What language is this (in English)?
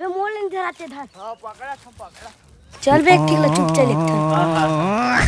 Chhattisgarhi